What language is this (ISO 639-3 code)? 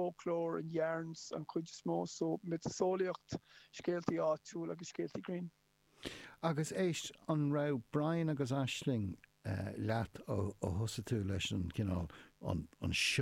gle